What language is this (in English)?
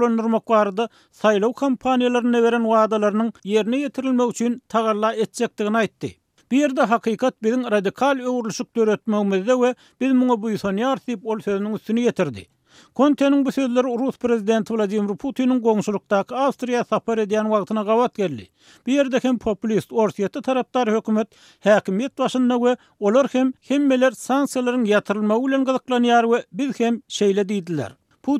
Turkmen